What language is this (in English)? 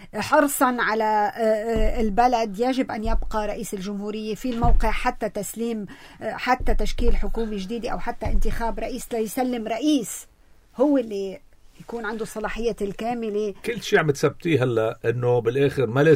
North Levantine Arabic